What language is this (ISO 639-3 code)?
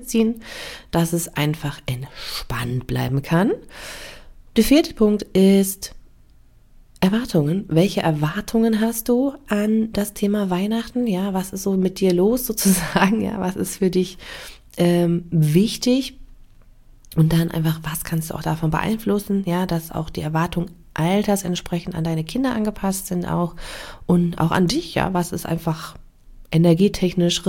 deu